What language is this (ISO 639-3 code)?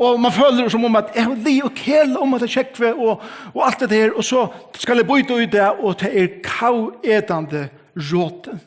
fao